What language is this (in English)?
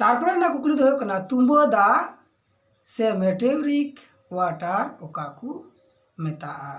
Santali